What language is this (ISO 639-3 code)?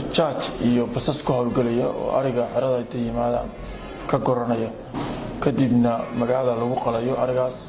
som